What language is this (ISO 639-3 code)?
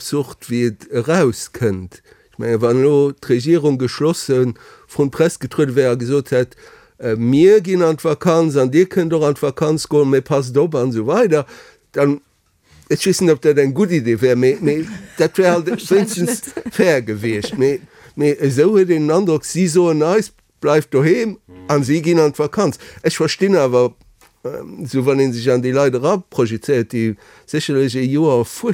ltz